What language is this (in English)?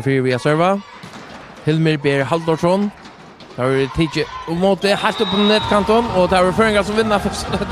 Faroese